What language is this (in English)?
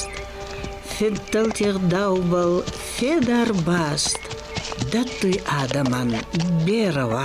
Ossetic